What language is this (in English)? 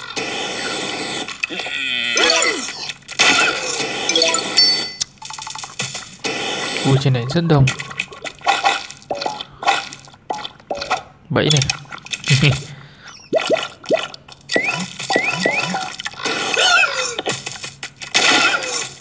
Vietnamese